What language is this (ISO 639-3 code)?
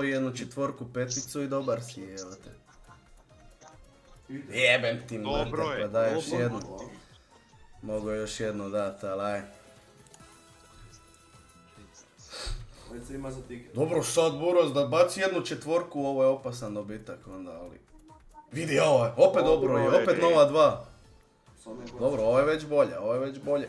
hrv